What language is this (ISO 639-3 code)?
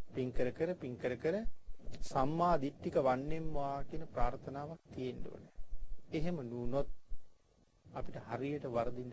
sin